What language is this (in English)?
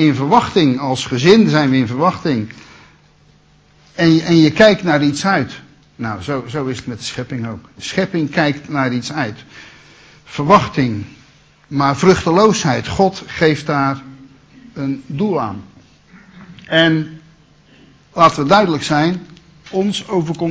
Dutch